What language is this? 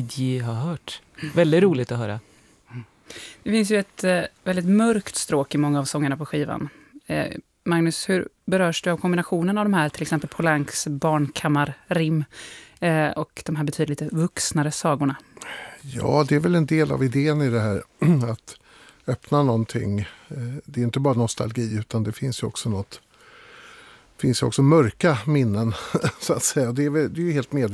Swedish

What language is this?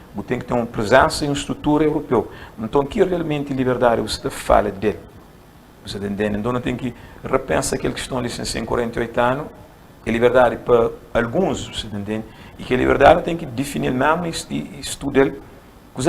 Kabuverdianu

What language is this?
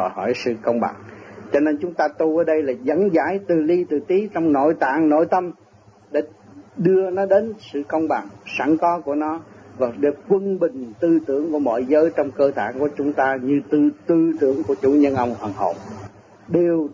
Vietnamese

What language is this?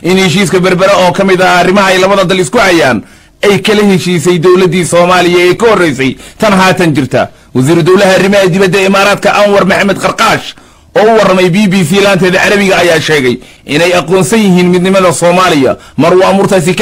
Somali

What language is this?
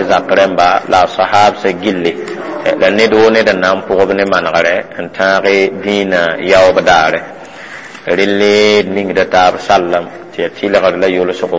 Mossi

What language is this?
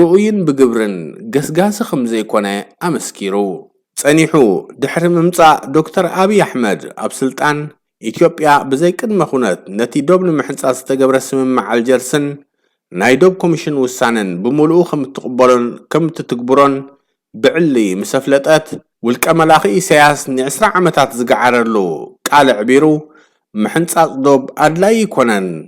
Tigrinya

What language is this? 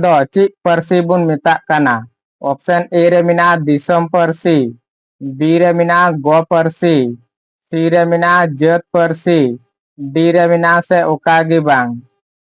Santali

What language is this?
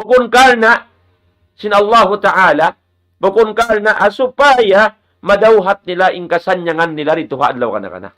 Tausug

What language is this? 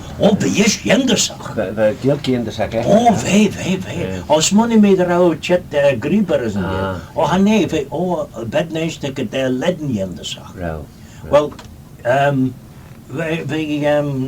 Manx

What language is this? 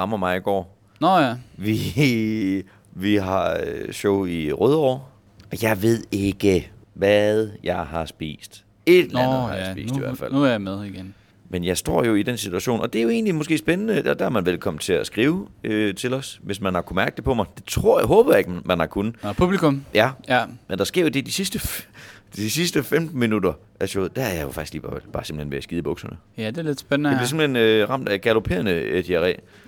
Danish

